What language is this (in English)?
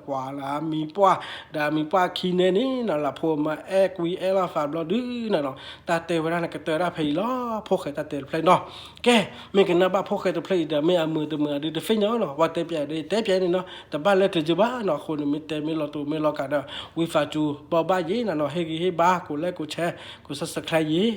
S'gaw Karen